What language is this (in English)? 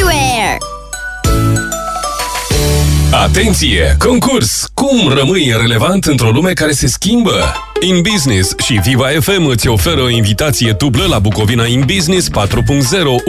Romanian